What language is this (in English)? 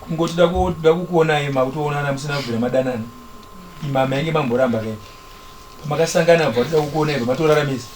Shona